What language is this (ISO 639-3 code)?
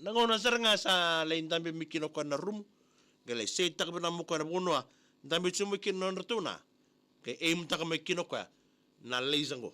fij